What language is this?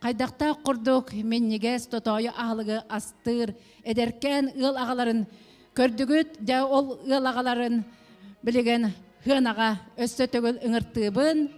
Yakut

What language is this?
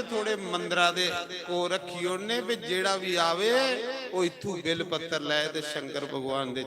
Dogri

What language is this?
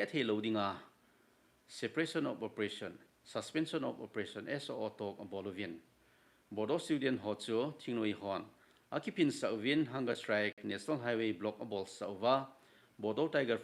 Thado Chin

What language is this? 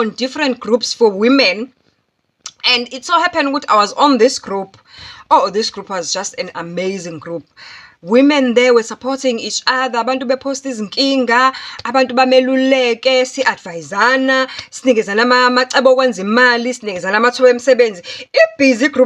Zulu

